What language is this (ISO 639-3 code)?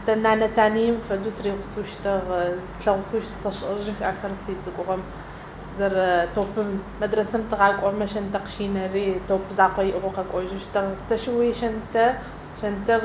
ady